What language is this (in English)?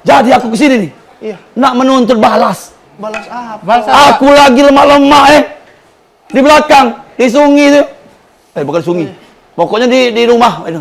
Musi